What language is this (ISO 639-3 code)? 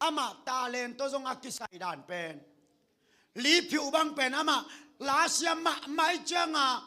ctd